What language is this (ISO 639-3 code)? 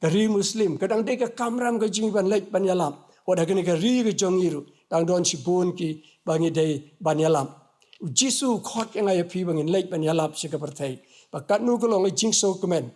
kha